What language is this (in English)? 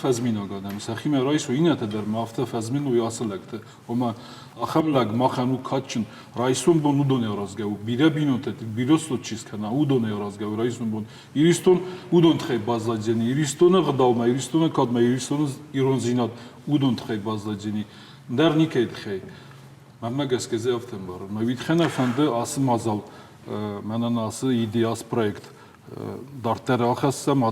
Ossetic